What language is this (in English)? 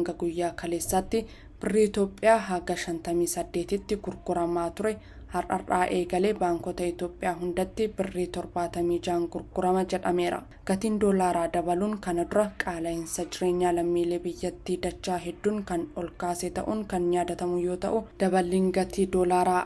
Oromo